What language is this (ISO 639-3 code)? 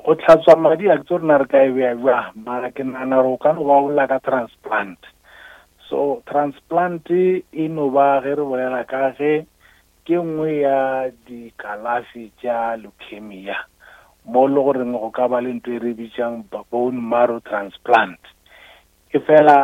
nso